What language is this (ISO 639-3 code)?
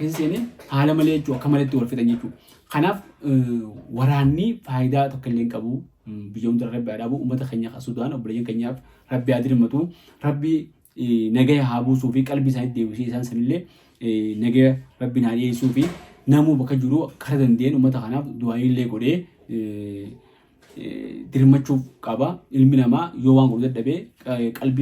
orm